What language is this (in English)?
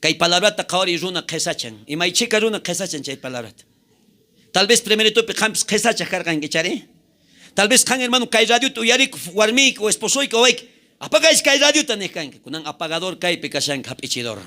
South Bolivian Quechua